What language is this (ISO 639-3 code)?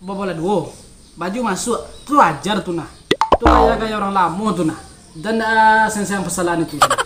min